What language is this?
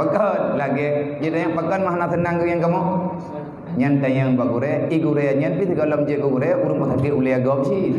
Achinese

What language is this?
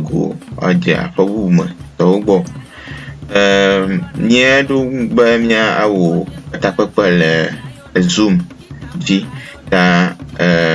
Ewe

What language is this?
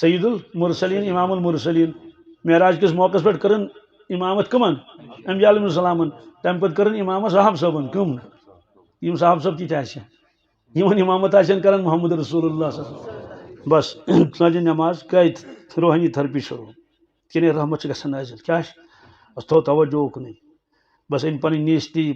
Kashmiri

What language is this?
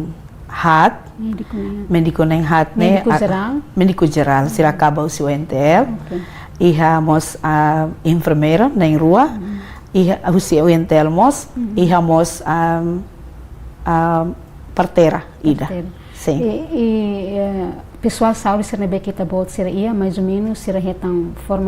Tetum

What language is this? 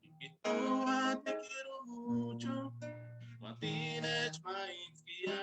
Eastern Huasteca Nahuatl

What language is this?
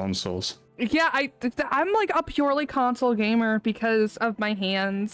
English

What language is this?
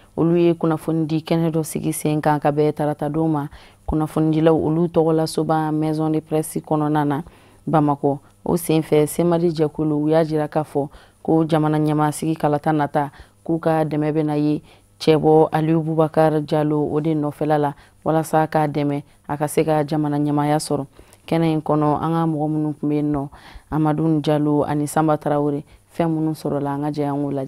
Bambara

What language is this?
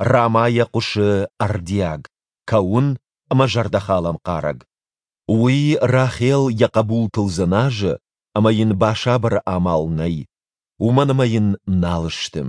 Ossetic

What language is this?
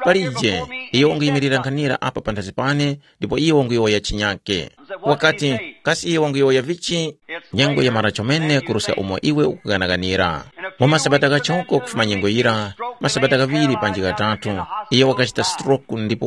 Tumbuka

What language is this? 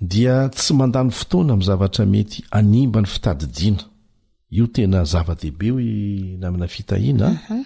Malagasy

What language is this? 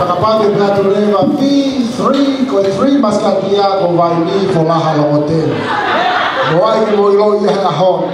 Tongan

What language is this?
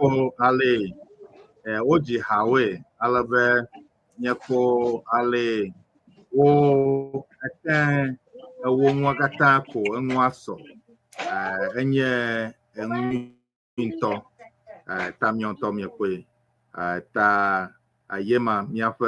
Ewe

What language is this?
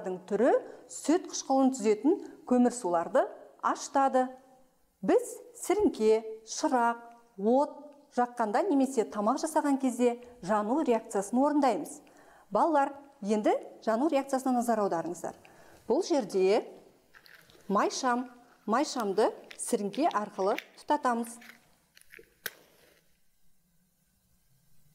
Kazakh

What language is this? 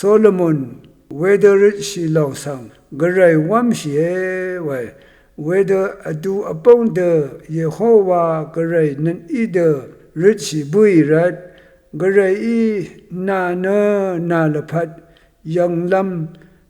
Rawang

